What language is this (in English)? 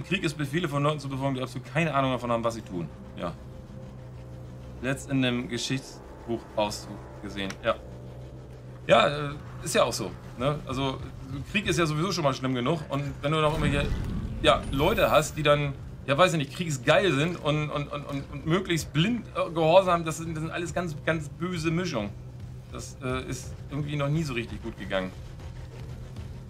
German